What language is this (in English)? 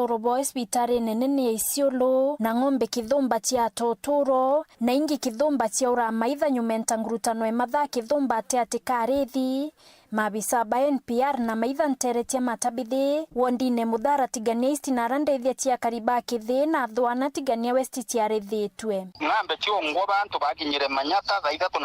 Meru